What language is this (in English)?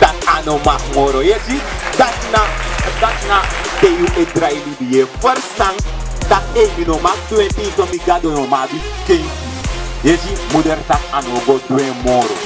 Sranan Tongo